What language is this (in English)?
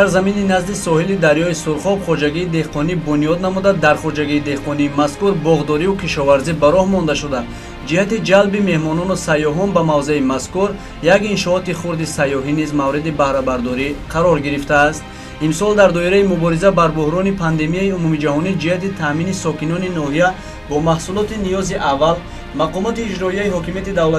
Tajik